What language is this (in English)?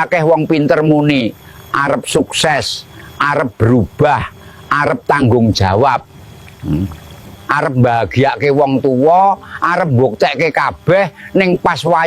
Javanese